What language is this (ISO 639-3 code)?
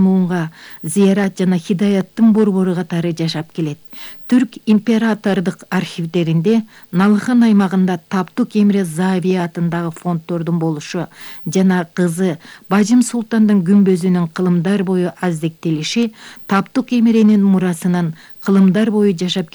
kir